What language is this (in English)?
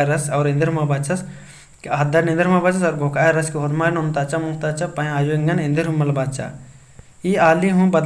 Kurukh